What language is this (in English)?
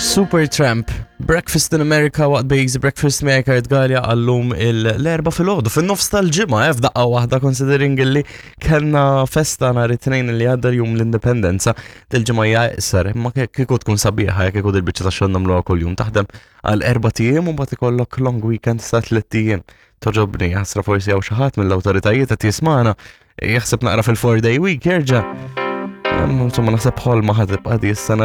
Maltese